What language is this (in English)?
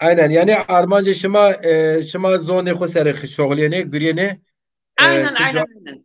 Zaza